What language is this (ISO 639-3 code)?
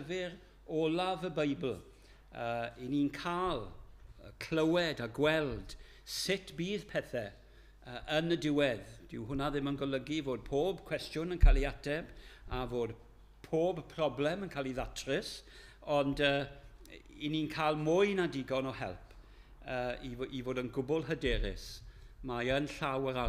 cym